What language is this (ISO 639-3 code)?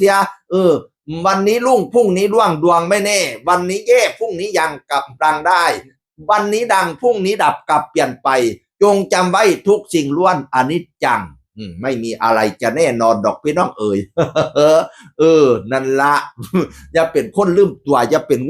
tts